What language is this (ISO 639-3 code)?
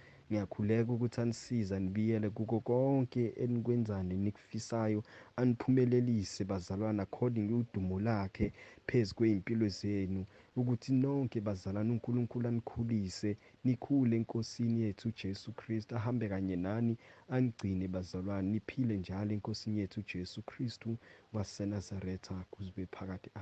zul